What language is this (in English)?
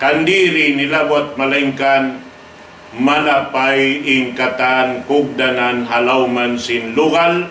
Tausug